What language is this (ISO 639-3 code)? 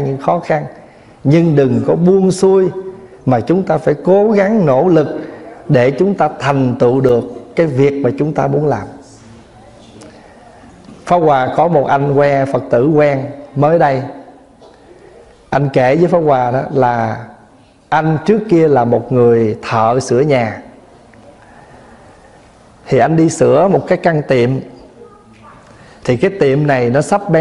vie